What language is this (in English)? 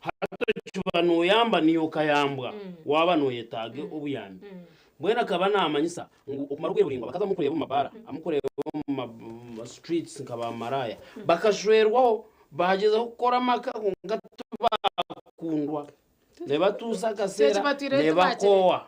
Nyankole